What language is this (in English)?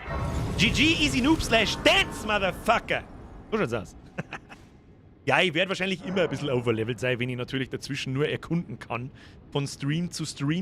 Bavarian